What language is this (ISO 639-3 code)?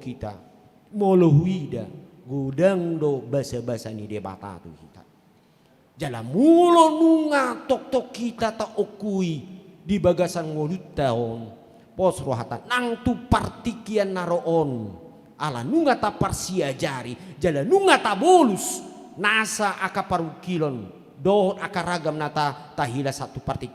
bbc